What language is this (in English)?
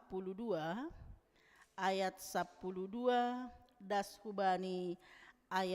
Batak Simalungun